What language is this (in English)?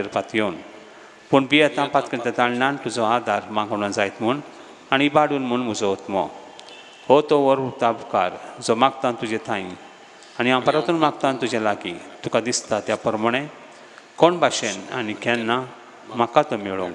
Konkani